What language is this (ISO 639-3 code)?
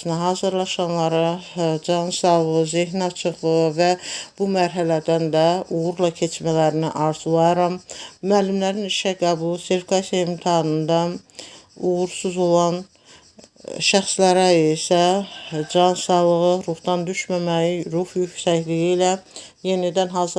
aze